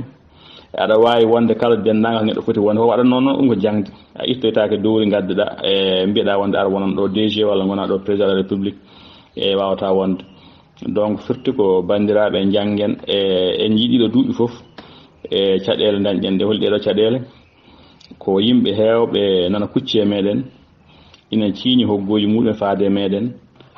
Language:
Fula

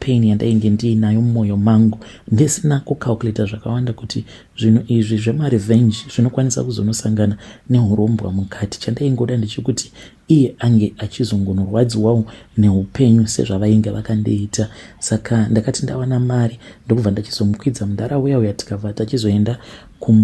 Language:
Shona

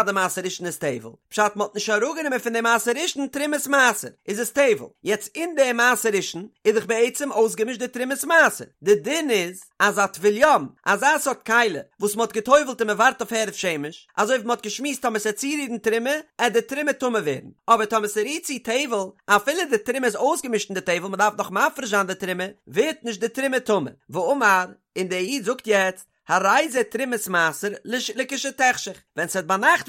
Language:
Yiddish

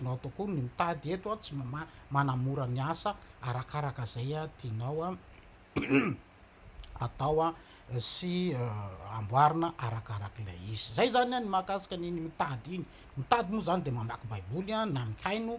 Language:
Malagasy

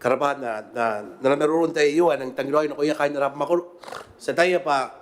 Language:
Gilbertese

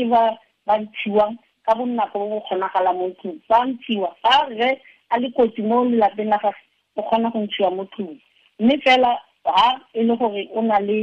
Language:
Tswana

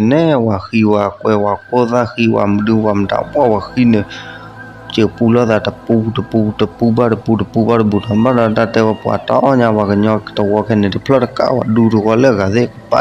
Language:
S'gaw Karen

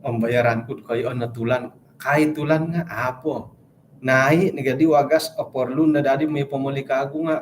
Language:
Central Dusun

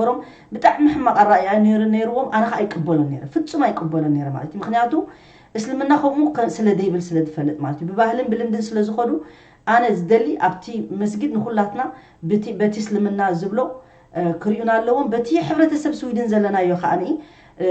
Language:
Tigrinya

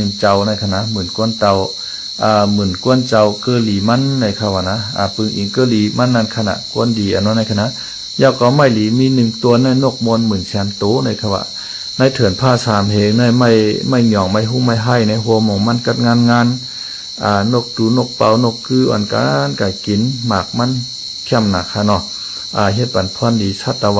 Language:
Shan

